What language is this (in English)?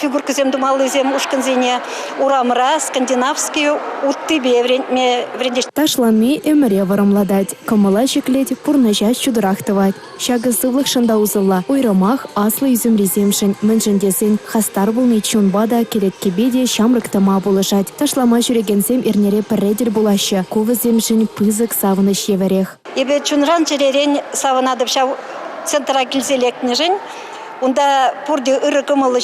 Chuvash